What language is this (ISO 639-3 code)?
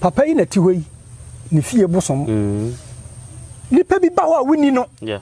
aka